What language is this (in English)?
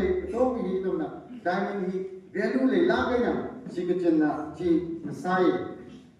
Tangkhul Naga (India)